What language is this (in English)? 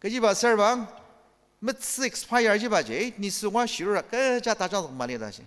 Ao Naga